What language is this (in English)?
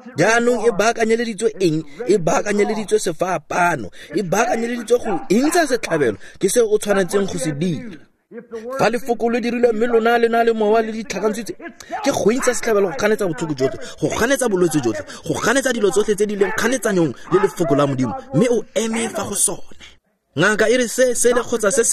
Tswana